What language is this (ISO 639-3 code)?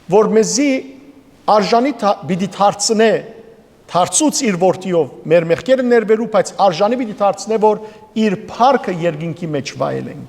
hyw